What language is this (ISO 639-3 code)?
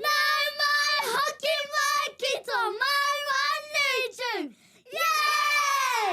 mri